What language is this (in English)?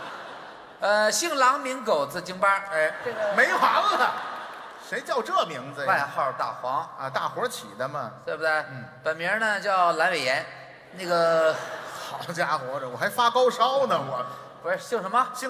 Chinese